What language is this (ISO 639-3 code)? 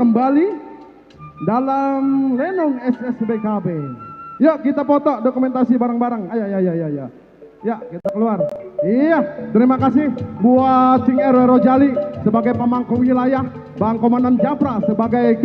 bew